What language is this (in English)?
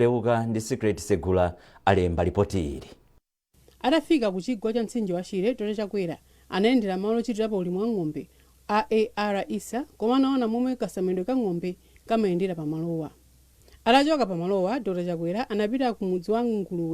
Nyanja